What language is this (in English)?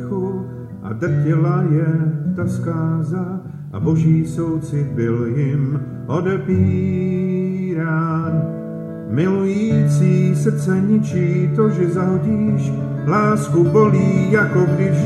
Czech